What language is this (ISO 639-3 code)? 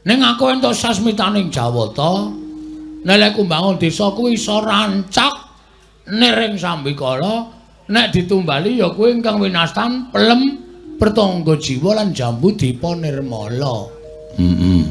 jav